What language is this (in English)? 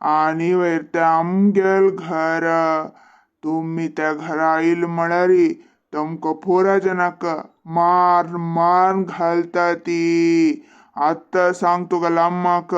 Konkani